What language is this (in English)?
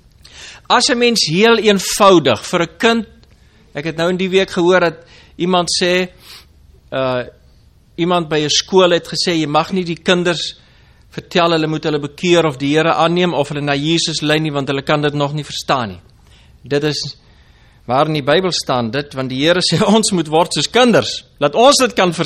Afrikaans